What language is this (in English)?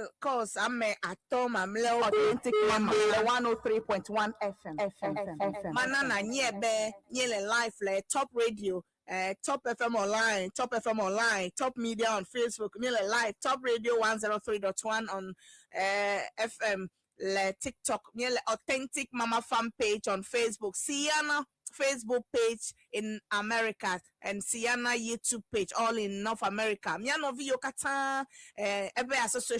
Ewe